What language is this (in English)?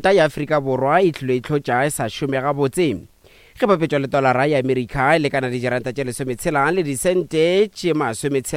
Northern Sotho